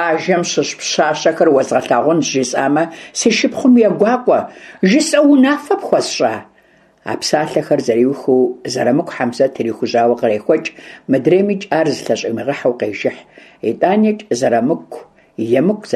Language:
Kabardian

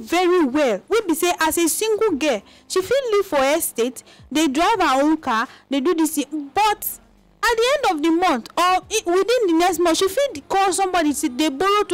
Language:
Nigerian Pidgin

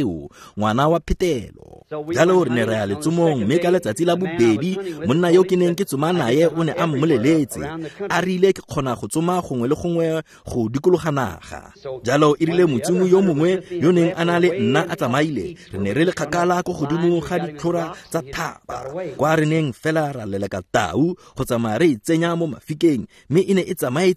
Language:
Tswana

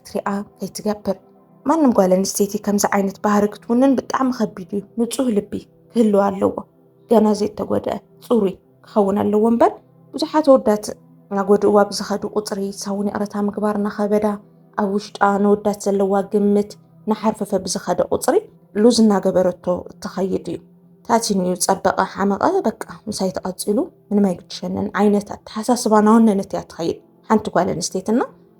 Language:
Tigrinya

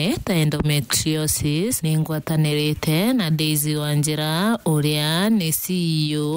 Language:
Meru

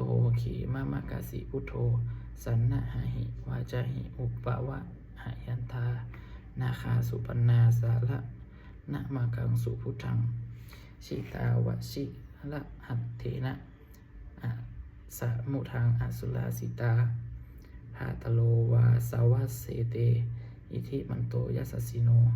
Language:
Pali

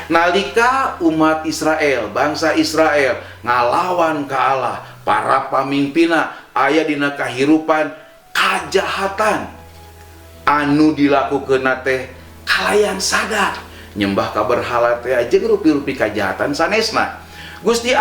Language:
Sundanese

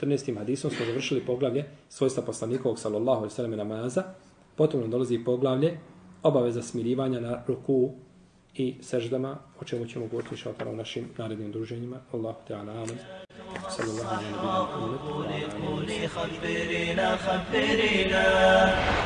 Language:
Bosnian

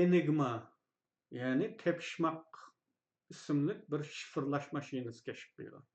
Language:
Uyghur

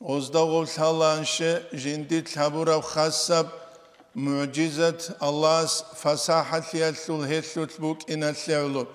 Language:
Avaric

